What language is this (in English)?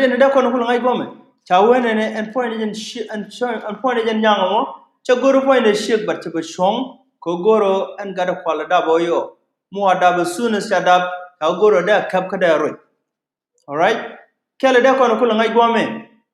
Nuer